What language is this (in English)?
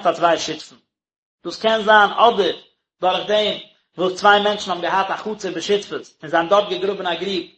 Yiddish